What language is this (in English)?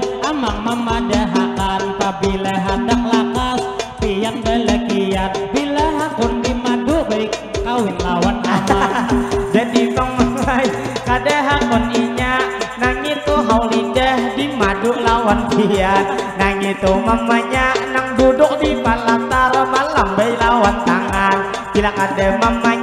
Banjar